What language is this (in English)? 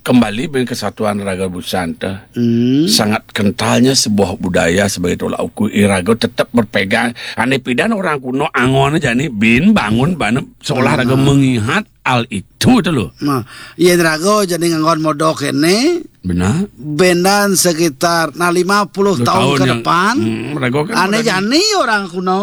Balinese